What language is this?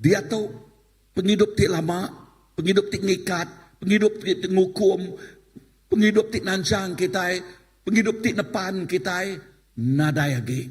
Iban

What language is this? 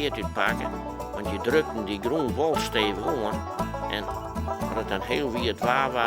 Western Frisian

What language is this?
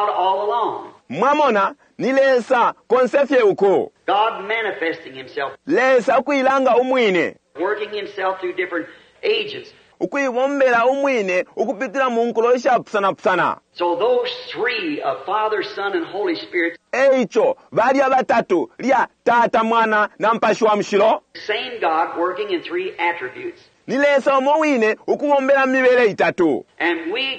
Bemba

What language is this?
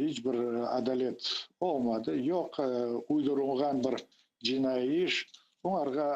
Crimean Tatar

